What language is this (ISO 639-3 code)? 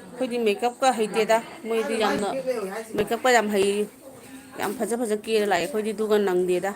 mni